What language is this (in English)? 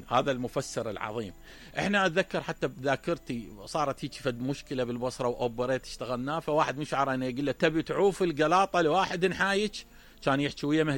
Mesopotamian Arabic